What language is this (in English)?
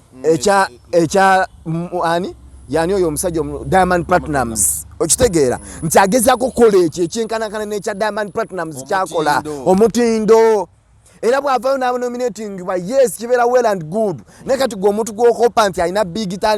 Ganda